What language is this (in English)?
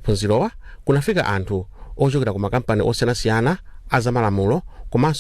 Nyanja